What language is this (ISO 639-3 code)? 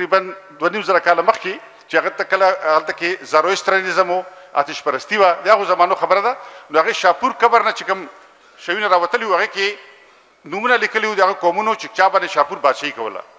pus